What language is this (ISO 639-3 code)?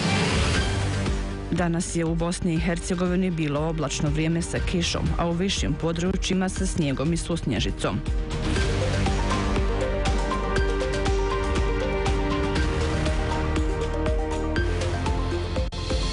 bos